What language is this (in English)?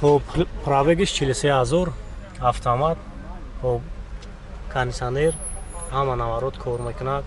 Tajik